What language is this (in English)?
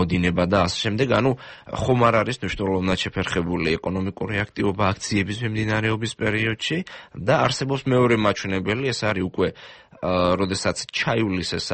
Georgian